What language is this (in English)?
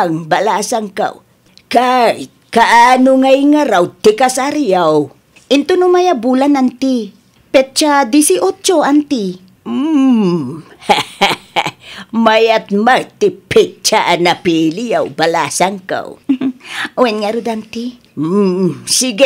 Iloko